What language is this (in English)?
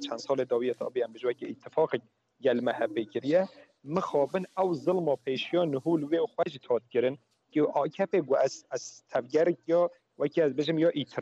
Kurdish